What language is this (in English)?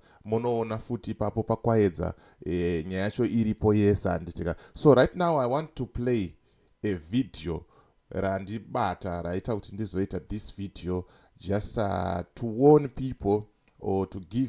Shona